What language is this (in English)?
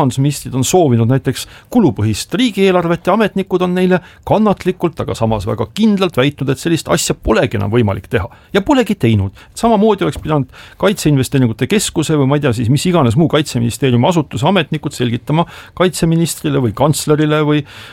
Estonian